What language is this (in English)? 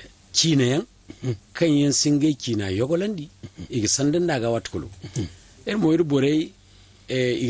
Zarma